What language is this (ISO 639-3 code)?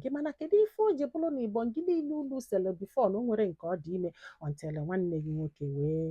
ibo